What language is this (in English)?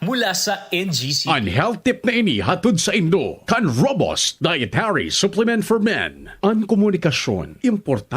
Bikol